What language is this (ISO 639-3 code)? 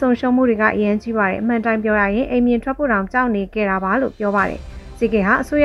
mya